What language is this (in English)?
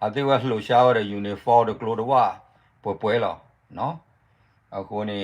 S'gaw Karen